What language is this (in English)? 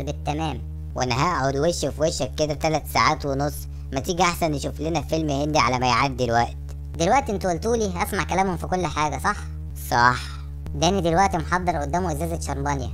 Egyptian Arabic